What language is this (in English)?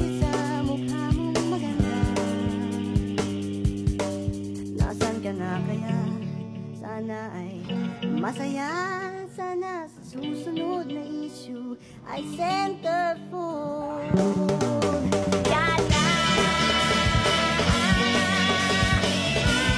Filipino